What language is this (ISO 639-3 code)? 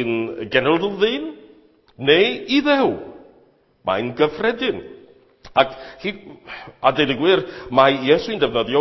cym